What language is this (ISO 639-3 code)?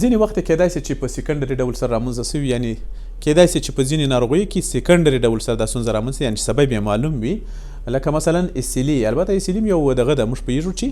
pus